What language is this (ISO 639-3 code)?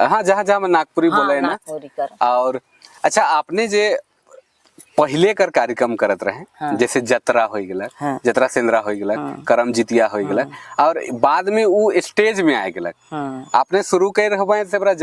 sck